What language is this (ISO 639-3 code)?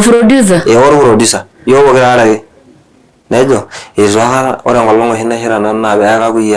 mas